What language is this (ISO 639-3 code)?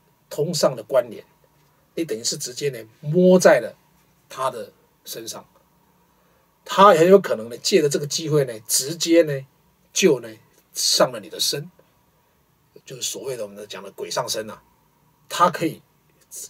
zho